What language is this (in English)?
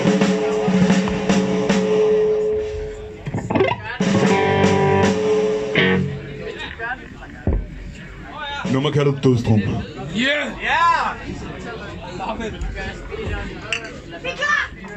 Danish